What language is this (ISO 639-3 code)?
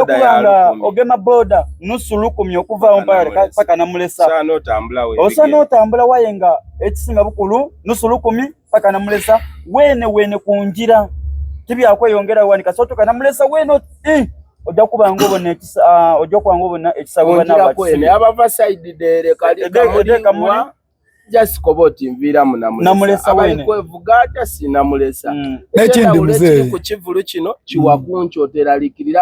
xog